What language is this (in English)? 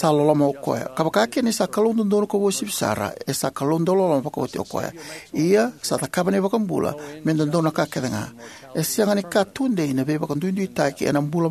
Fijian